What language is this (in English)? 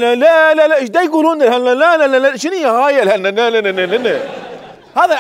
Mesopotamian Arabic